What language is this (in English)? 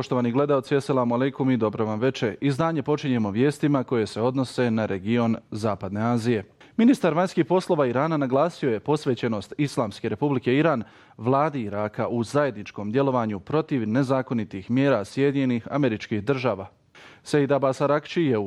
Bosnian